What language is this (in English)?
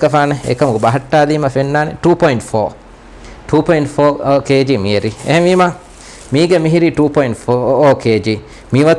Divehi